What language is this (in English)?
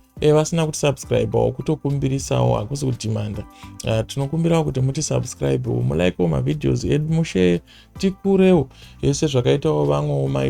Shona